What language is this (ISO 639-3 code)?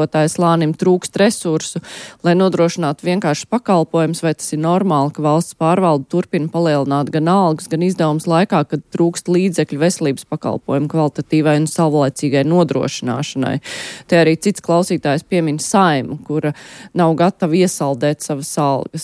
lav